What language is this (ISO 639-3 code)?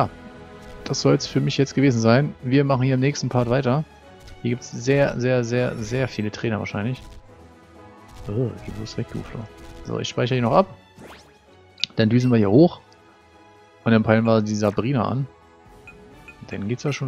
deu